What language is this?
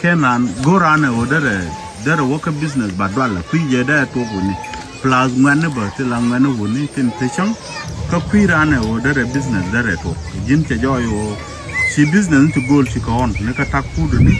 Nuer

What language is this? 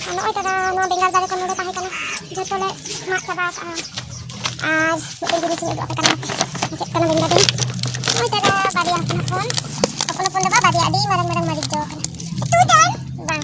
Santali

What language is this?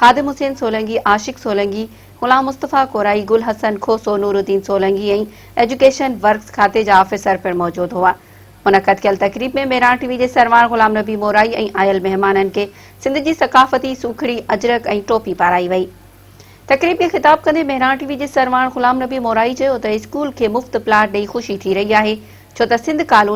Sindhi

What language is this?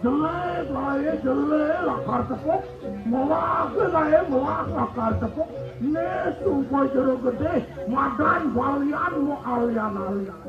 Balinese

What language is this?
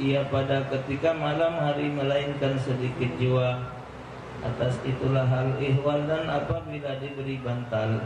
Musi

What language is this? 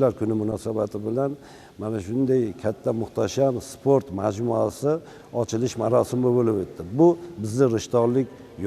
Uzbek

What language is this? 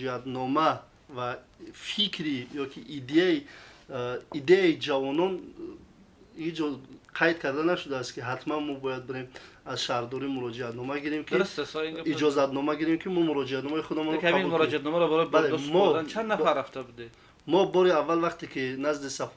Tajik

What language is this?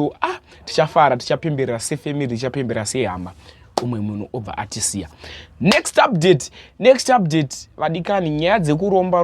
Shona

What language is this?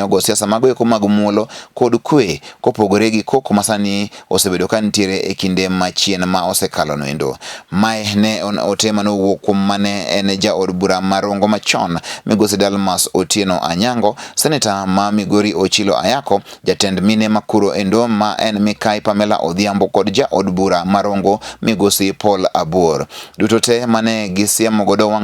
Luo (Kenya and Tanzania)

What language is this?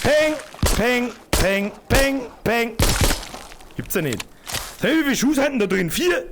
Bavarian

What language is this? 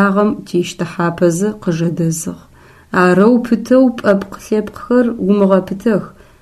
Adyghe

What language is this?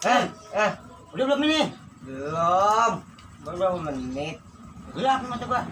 Betawi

